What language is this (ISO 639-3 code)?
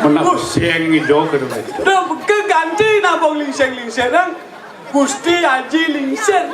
ban